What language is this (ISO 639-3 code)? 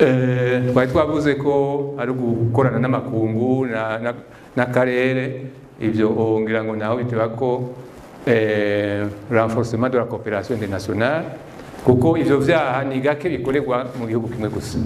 run